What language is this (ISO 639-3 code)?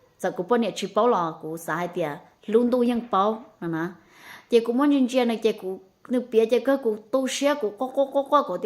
hmn